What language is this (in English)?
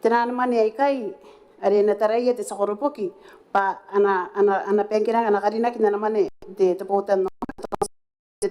Gilbertese